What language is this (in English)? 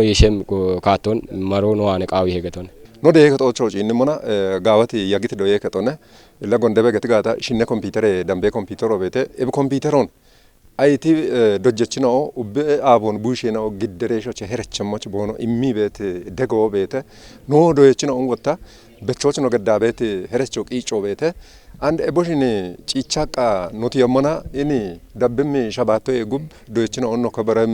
Kafa